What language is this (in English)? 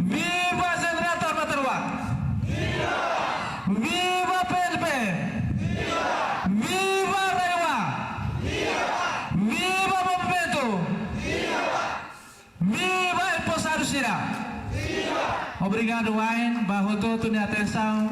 Tetum